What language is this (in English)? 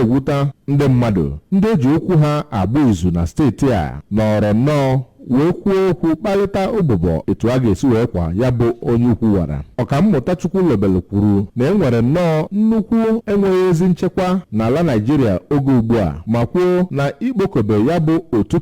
Igbo